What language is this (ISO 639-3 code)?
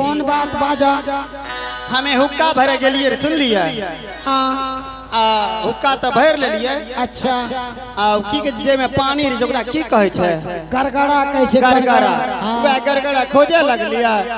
anp